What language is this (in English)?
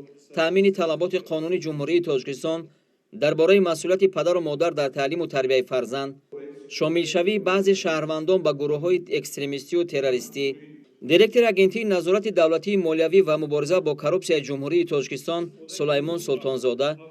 Tajik